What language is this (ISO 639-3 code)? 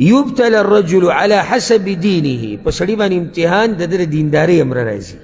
pus